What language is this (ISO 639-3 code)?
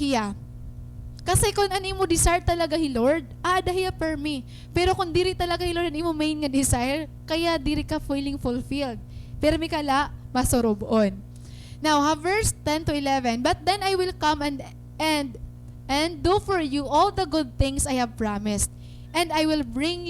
war